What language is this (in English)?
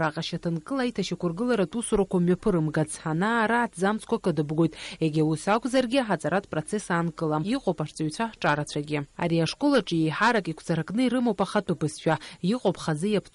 Abkhazian